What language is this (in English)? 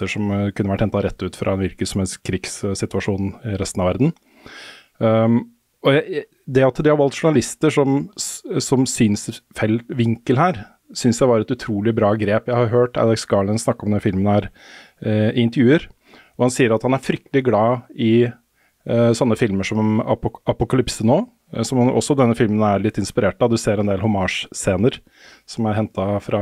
Norwegian